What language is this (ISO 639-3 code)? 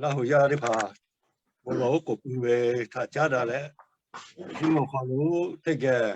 lhu